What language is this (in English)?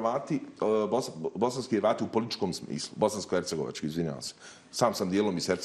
Bosnian